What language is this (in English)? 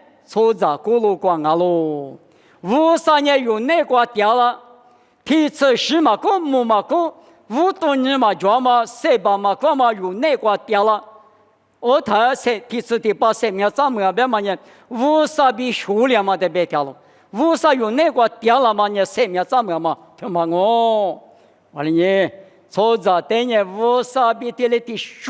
Lisu